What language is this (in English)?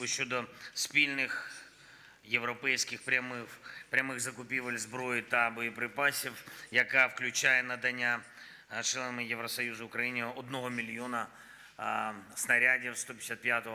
Ukrainian